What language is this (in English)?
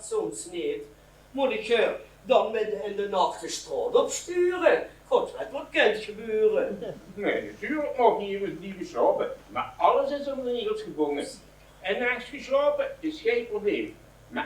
Limburgish